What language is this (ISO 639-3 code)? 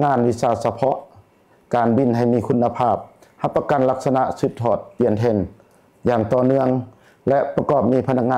lao